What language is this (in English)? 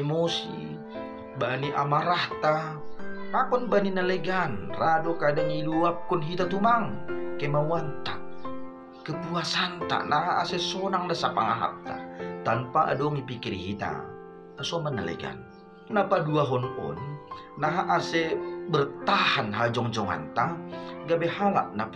Batak Simalungun